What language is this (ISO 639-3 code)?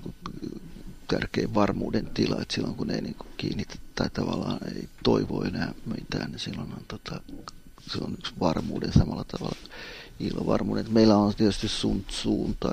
fin